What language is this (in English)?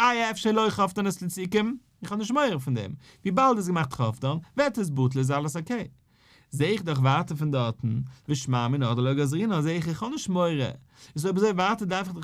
Yiddish